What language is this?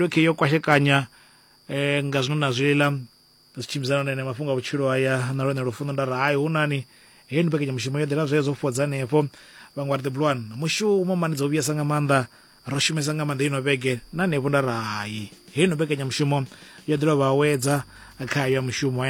Venda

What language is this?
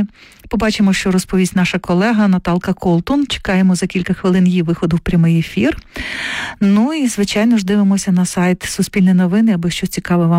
Ukrainian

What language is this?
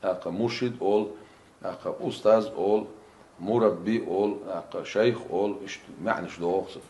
Chechen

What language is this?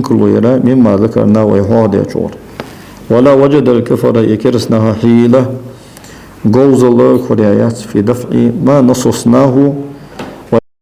Ingush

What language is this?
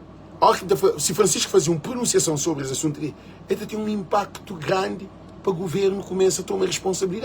Kabuverdianu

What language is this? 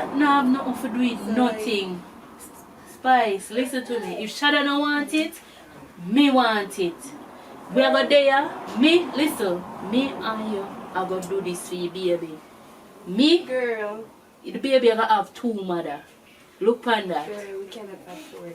Jamaican Creole English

